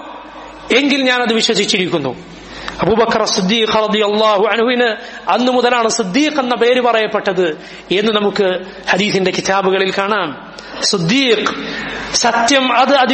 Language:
Malayalam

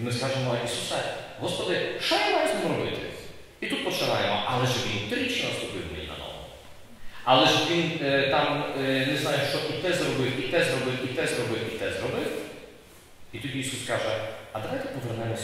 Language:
Ukrainian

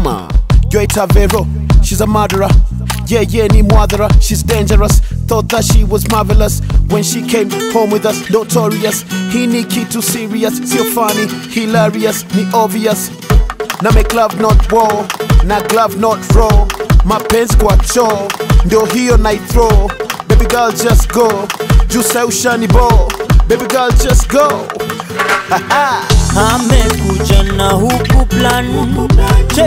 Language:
Swahili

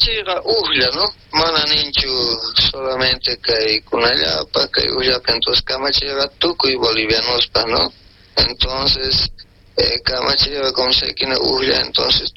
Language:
South Bolivian Quechua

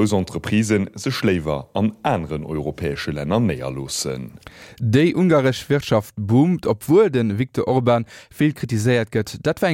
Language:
Luxembourgish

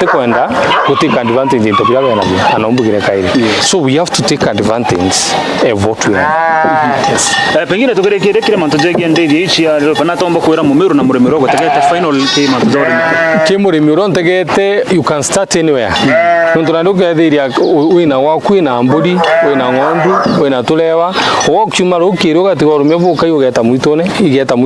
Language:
Meru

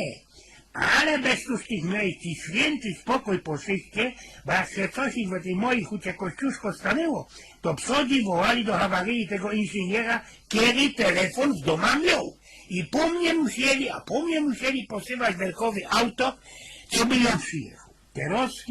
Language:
Silesian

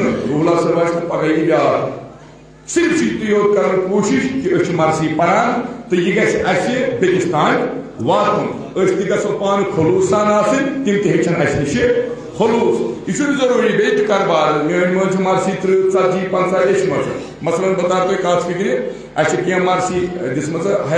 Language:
Kashmiri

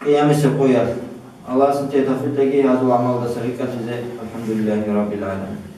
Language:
Avaric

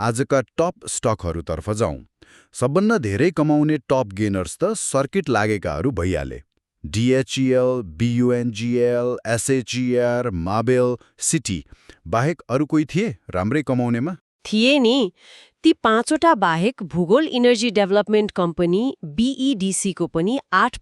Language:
Nepali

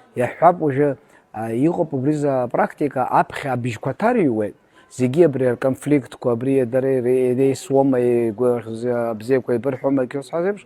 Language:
Abkhazian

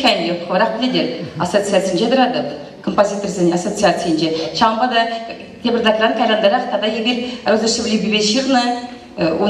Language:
Chuvash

